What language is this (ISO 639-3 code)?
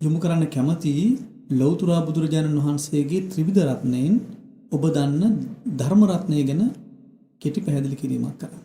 sin